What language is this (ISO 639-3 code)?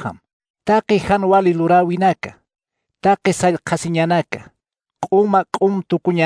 aym